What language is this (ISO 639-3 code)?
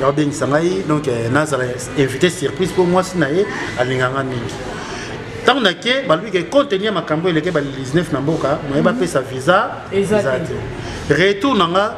lin